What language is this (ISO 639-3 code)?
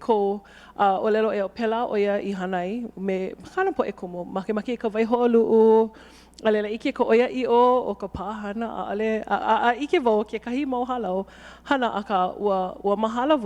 haw